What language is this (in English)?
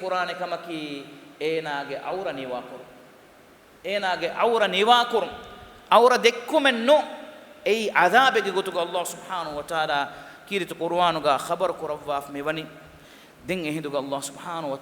Divehi